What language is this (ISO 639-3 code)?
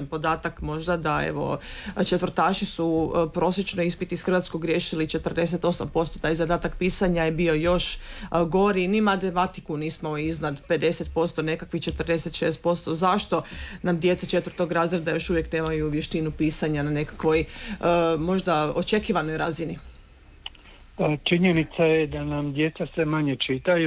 hrv